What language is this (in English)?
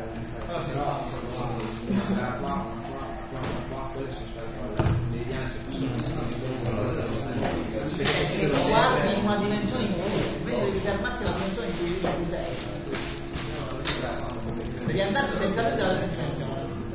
Italian